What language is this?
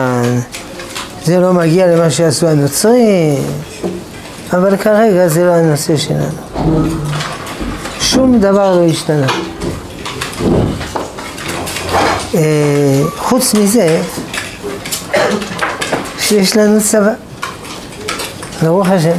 Hebrew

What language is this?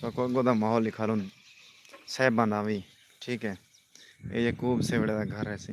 Saraiki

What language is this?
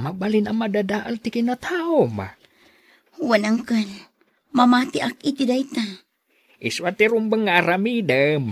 Iloko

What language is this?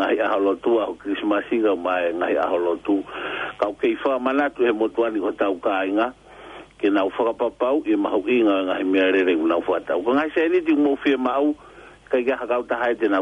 Tongan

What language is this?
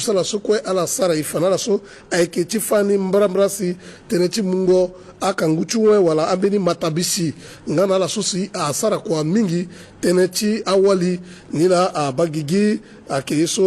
Sango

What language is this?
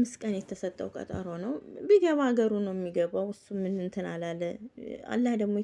Amharic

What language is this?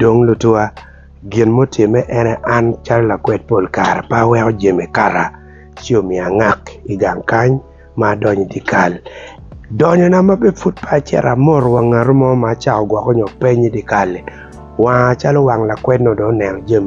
Acoli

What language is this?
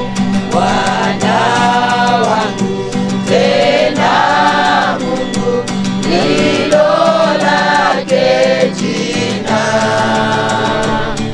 Swahili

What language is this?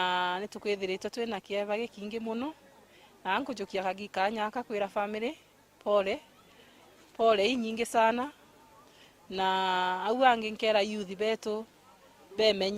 Meru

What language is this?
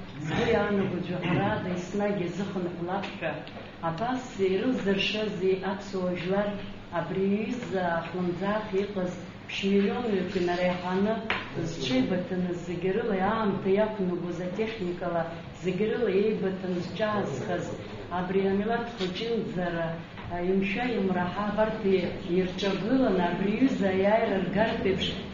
Abkhazian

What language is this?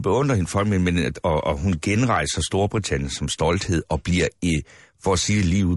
Danish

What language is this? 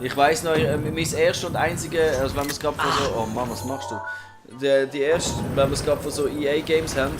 Swiss German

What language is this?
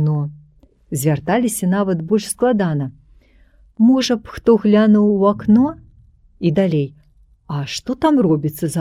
Belarusian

